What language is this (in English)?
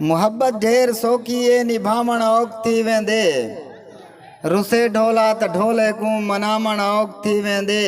Saraiki